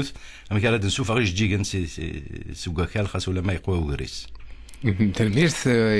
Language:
Kabyle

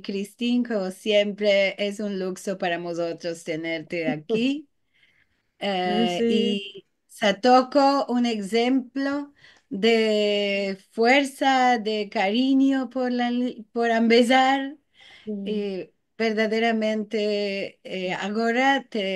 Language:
Ladino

